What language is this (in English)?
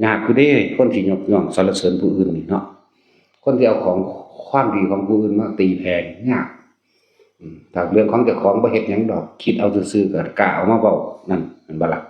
Northeastern Thai